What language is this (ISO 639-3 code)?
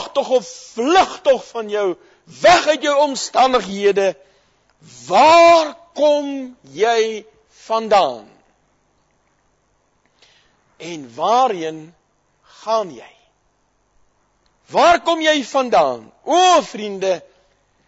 afr